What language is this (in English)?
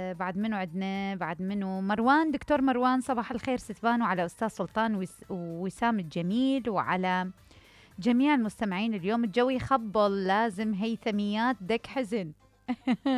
Mesopotamian Arabic